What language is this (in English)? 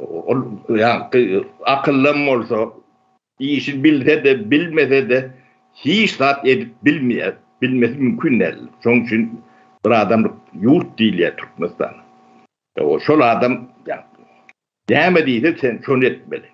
Turkmen